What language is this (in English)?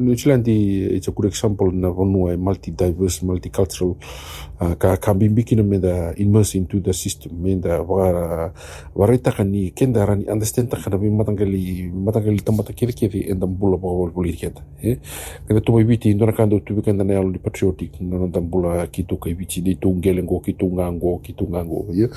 Fijian